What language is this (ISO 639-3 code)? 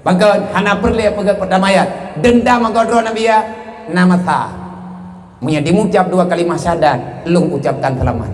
ace